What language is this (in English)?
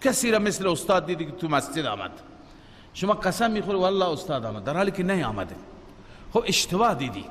Persian